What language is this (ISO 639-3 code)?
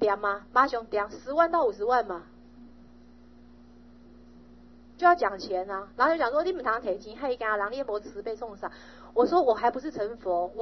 zho